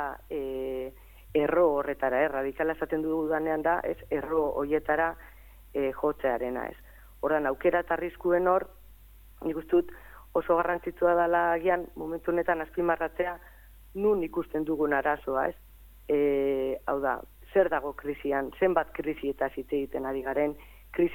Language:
Basque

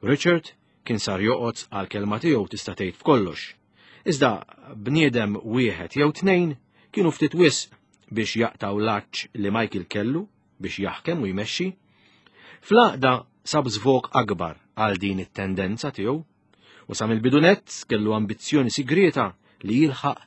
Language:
Maltese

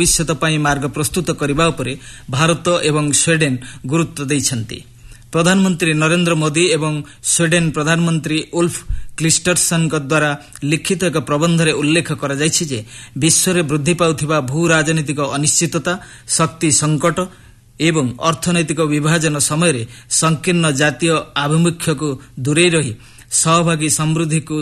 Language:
Odia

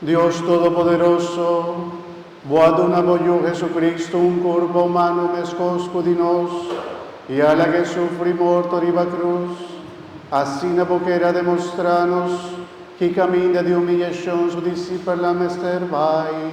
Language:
Papiamento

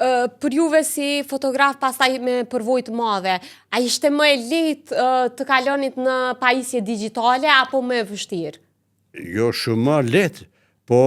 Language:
Albanian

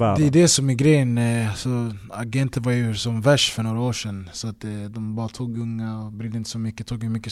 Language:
Swedish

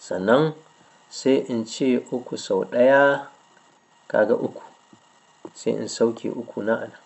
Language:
Hausa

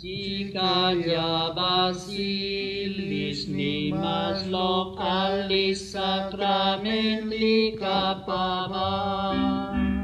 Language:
Kekchí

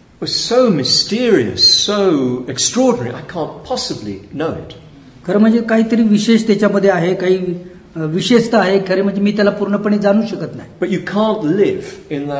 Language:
Marathi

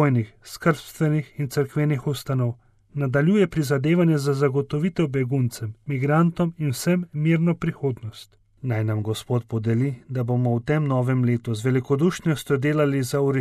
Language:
Slovenian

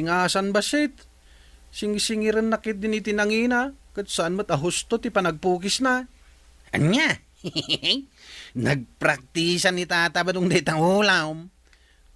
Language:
Iloko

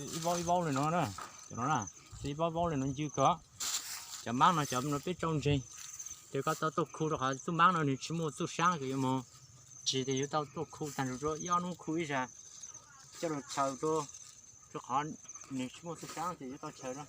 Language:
Hmong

